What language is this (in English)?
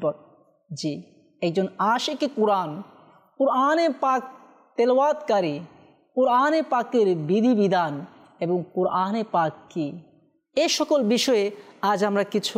Bangla